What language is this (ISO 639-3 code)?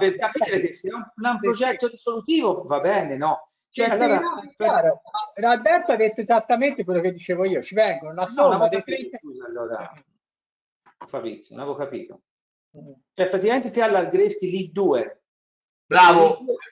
ita